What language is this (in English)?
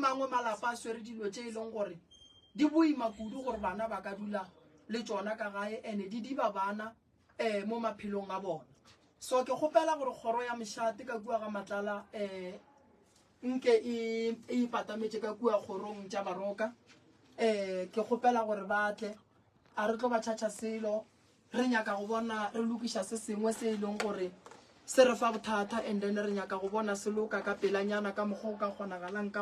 Northern Sotho